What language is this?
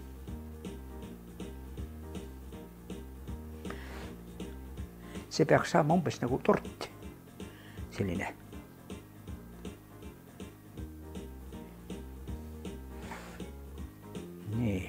Estonian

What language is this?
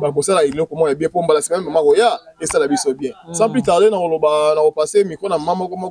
Lingala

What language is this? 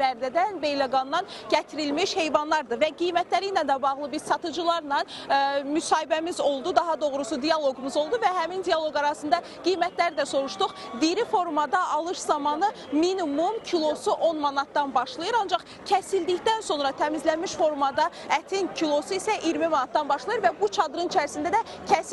Azerbaijani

